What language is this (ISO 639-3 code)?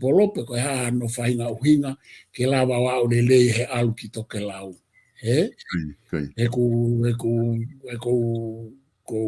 ton